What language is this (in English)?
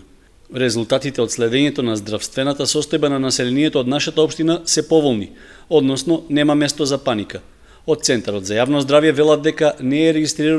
Macedonian